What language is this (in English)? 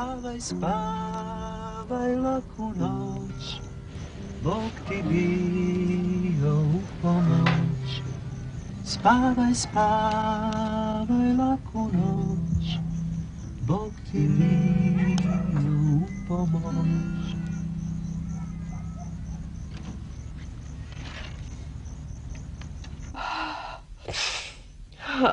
Serbian